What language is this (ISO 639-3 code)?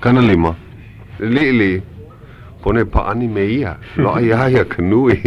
haw